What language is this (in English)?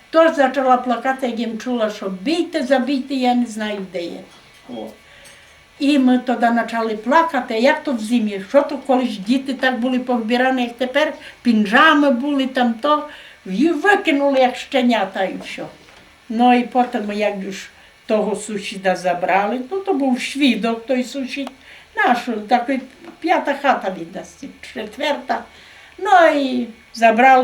Rusyn